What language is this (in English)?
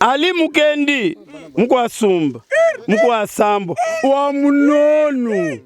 Luba-Lulua